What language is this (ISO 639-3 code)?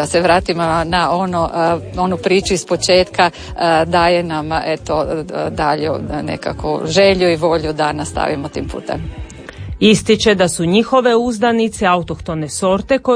hrv